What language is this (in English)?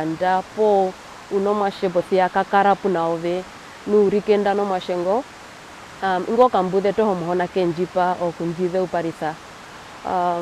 Herero